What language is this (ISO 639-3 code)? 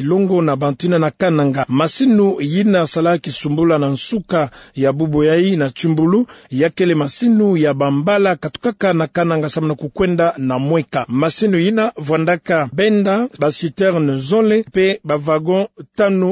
ktu